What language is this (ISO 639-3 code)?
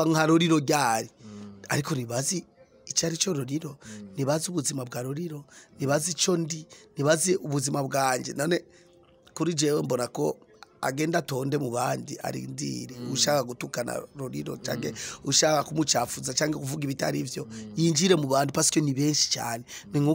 run